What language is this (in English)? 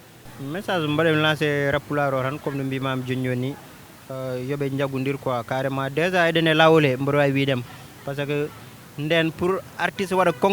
Fula